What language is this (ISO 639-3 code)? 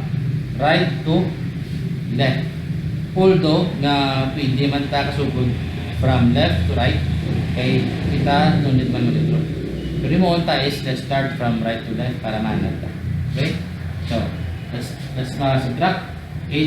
hil